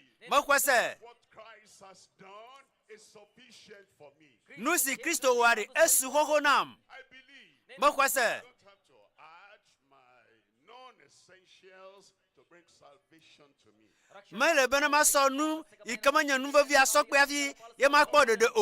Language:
Ewe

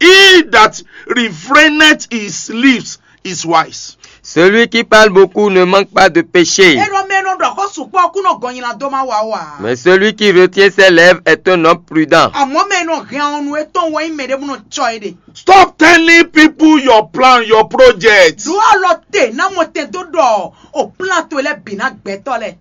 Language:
Fon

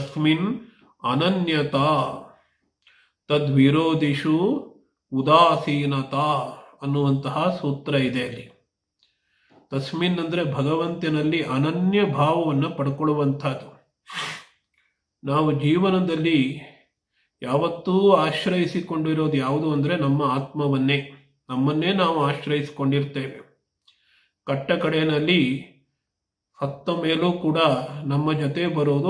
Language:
Kannada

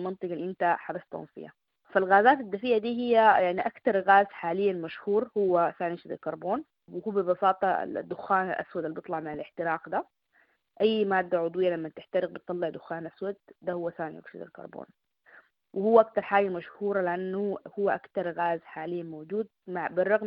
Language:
Sudanese Arabic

